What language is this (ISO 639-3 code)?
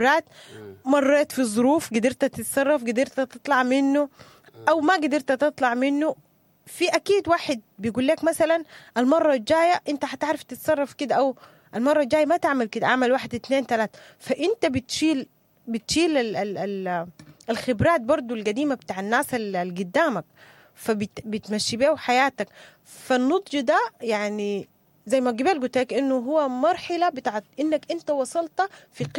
apd